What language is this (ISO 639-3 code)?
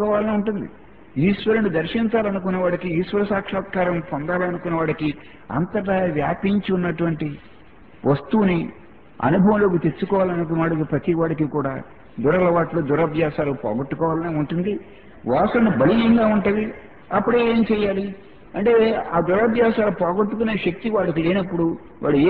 tel